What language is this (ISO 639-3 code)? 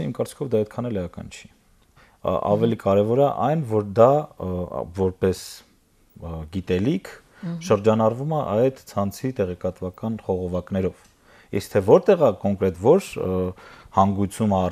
hye